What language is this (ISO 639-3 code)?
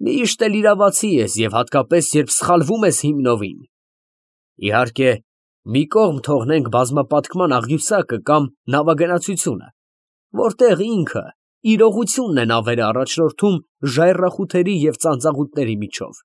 hye